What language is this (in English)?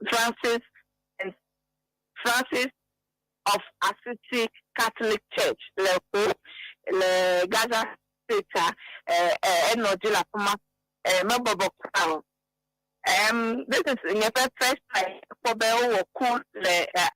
Ewe